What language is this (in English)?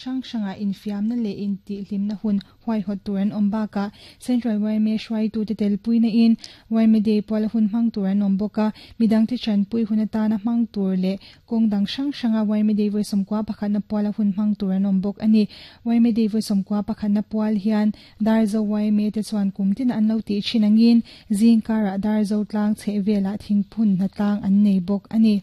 Mizo